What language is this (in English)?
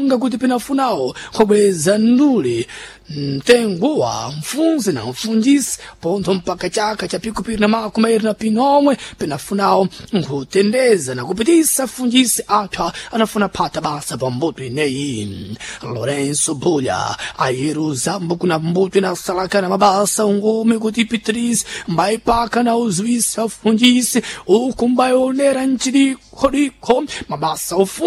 Sena